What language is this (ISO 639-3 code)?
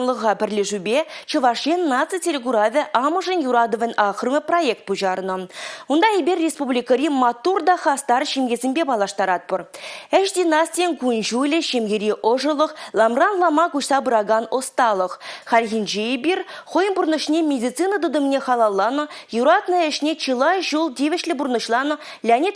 chv